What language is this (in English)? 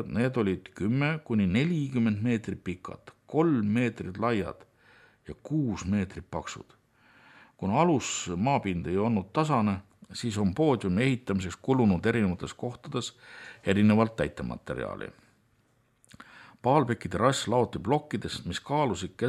Estonian